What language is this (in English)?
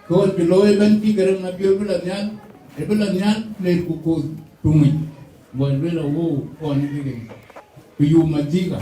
Dinka